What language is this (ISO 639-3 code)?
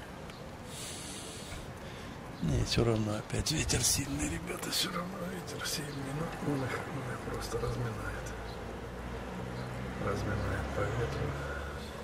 rus